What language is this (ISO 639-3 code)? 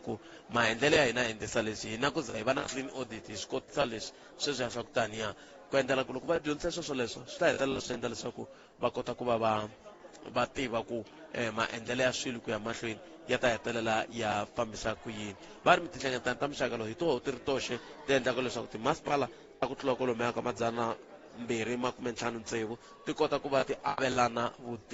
tso